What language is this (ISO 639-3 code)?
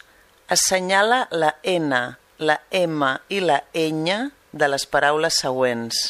cat